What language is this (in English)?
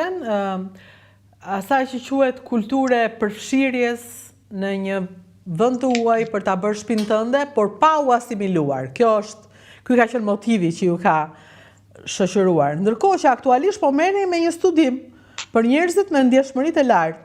Albanian